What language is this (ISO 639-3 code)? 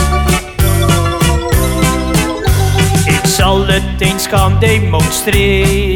nld